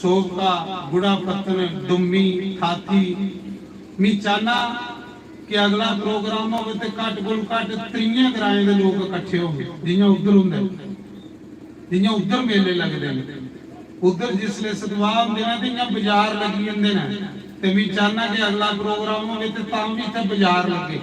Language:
Dogri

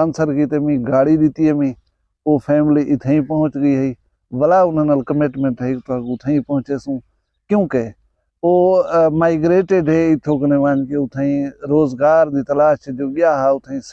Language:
Saraiki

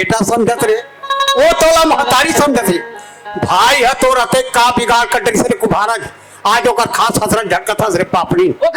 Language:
Chhattisgarhi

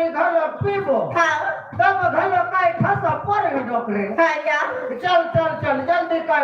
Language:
Chhattisgarhi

